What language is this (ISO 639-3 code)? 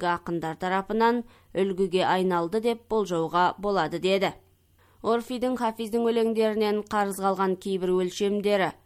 kaz